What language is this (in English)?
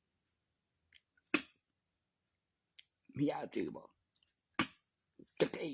Northeastern Thai